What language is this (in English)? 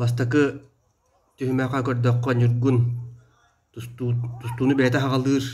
Yakut